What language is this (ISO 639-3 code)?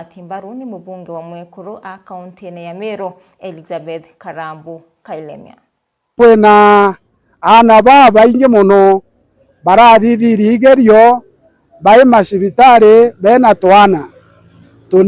mer